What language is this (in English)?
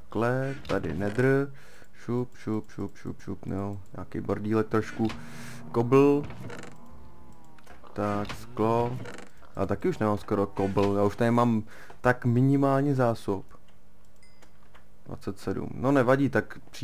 Czech